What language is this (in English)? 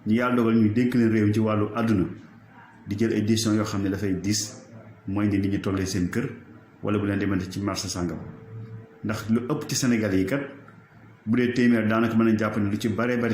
Wolof